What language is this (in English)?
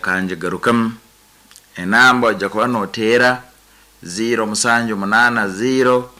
Nyankole